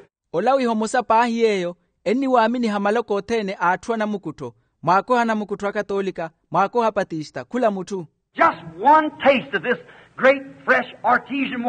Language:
Makhuwa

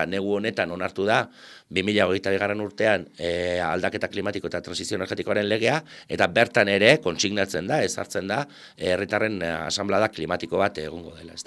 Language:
Basque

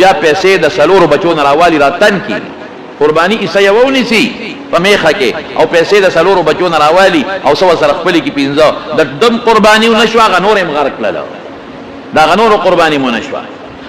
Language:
Pashto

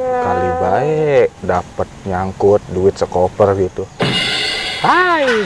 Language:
Betawi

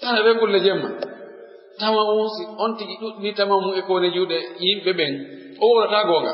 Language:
Pular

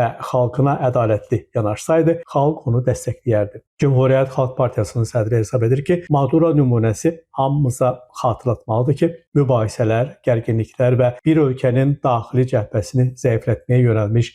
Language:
Azerbaijani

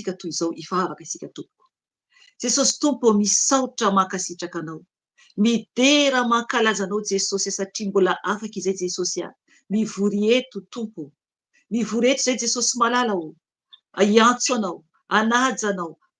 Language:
Malagasy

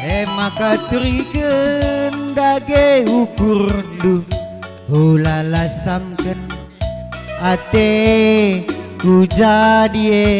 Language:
Batak Karo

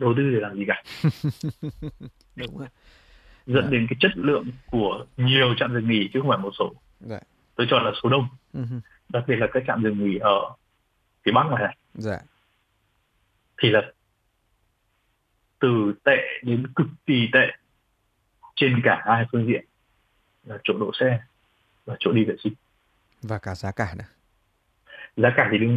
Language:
Vietnamese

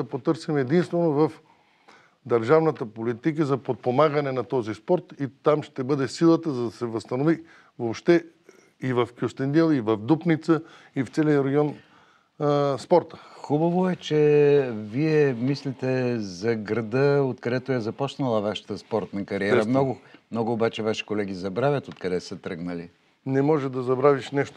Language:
Bulgarian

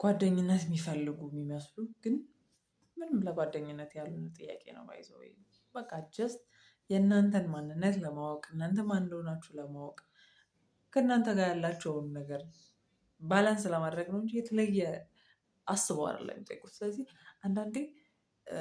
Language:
Amharic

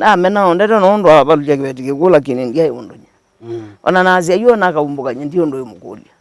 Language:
Kamba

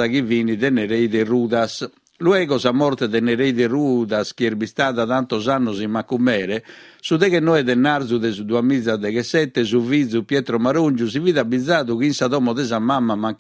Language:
Sardinian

